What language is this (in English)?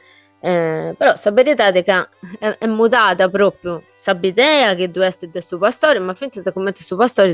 Sardinian